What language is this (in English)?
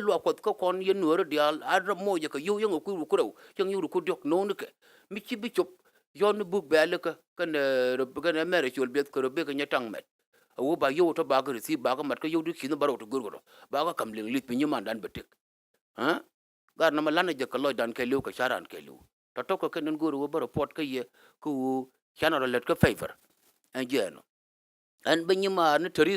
Nuer